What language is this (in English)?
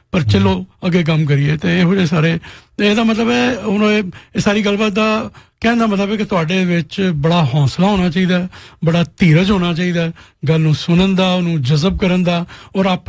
Punjabi